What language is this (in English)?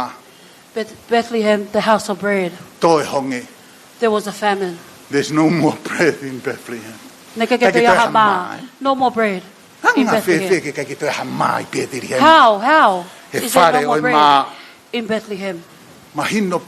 Tongan